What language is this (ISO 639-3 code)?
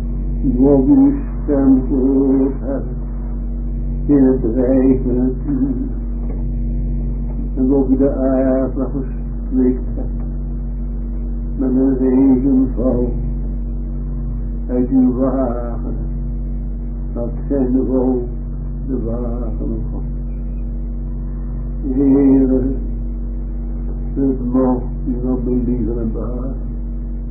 nld